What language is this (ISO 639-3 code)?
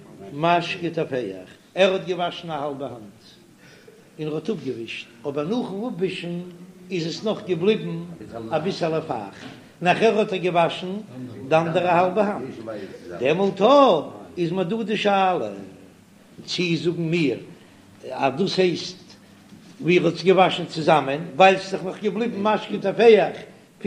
yid